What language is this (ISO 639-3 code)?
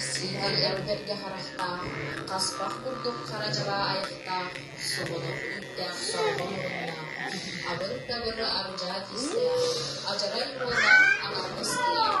sah